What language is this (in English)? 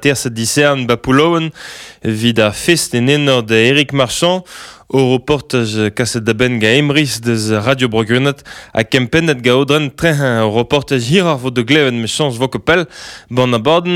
Breton